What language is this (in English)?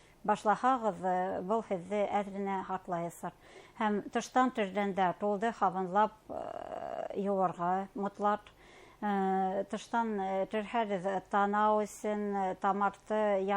Bashkir